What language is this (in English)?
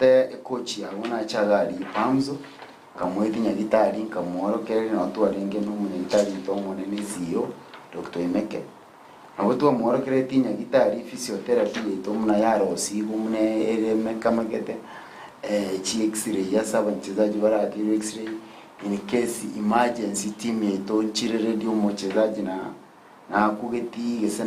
Gusii